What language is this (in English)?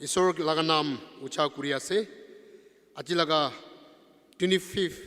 Naga Pidgin